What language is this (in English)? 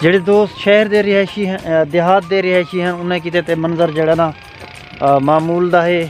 Saraiki